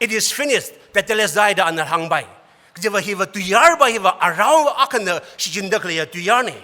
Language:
Tangkhul Naga (India)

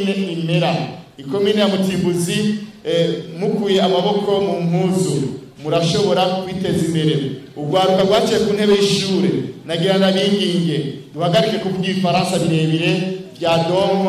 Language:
Rundi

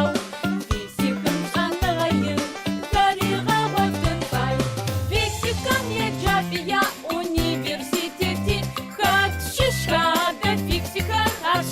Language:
Adyghe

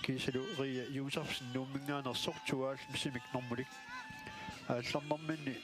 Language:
Kalaallisut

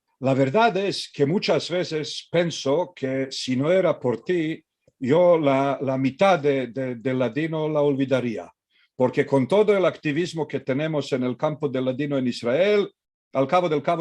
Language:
Ladino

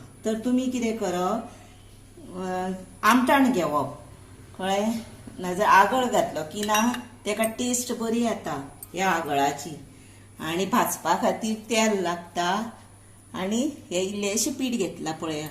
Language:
Konkani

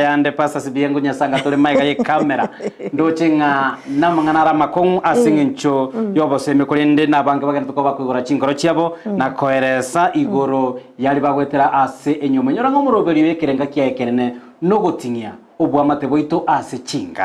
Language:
Gusii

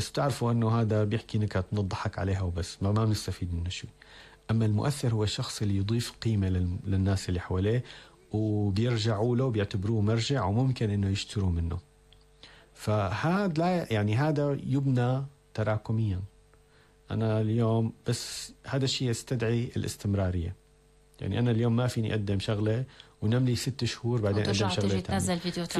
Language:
North Levantine Arabic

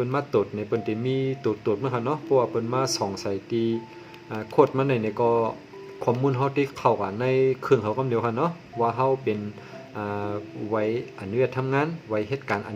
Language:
Shan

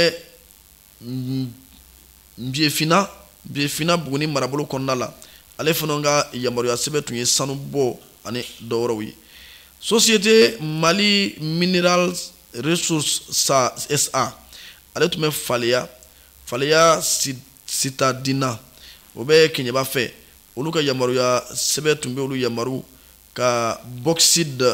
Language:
Bambara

